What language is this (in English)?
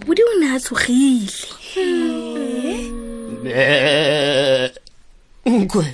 Tswana